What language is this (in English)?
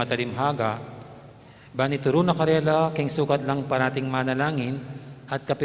Pampanga